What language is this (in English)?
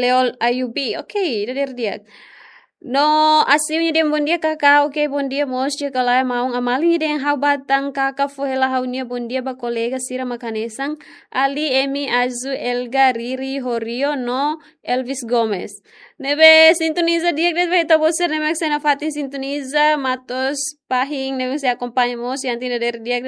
Tetum